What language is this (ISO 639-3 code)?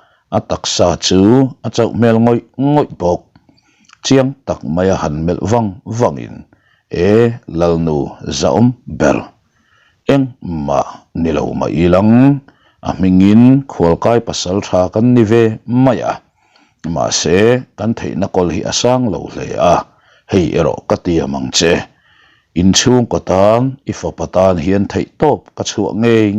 lus